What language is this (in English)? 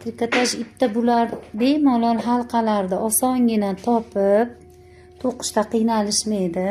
Uzbek